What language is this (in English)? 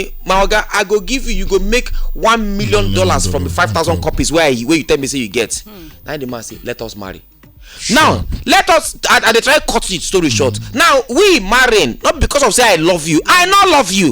Nigerian Pidgin